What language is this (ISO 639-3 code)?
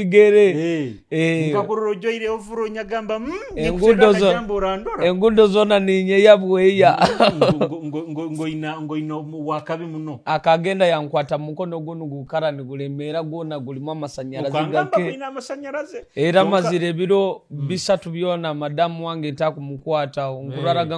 nyo